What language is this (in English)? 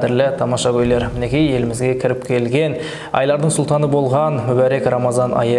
Kara-Kalpak